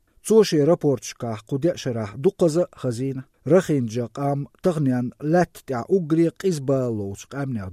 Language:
Chechen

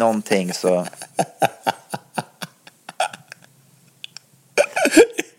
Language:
Swedish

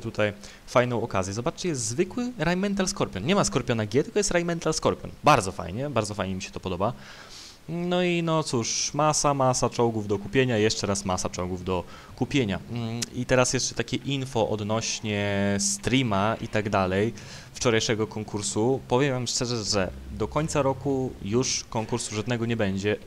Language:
Polish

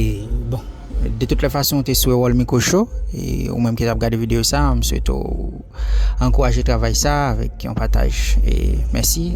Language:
Haitian Creole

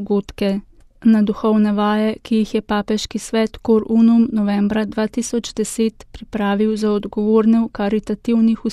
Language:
Slovenian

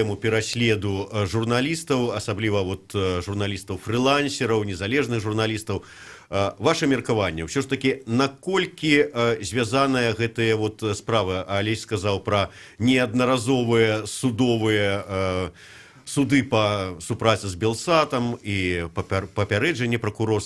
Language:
Belarusian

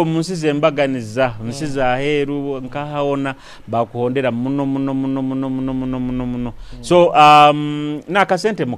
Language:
Nyoro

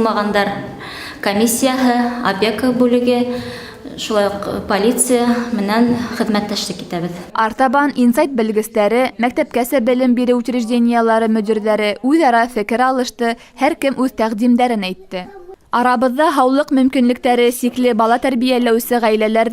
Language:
Bashkir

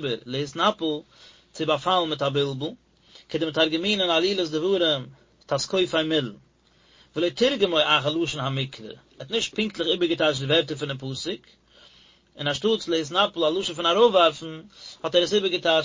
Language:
Yiddish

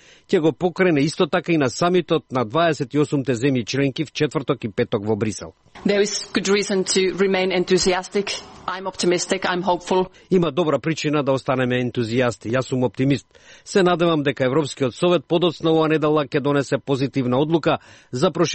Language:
Macedonian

